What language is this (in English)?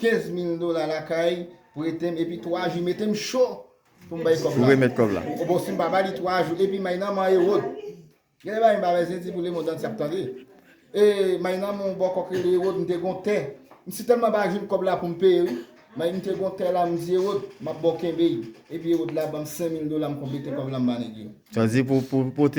Haitian Creole